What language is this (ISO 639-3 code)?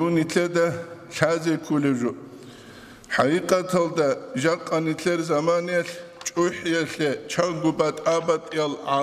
ava